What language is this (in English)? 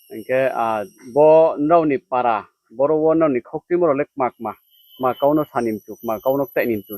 Riang (India)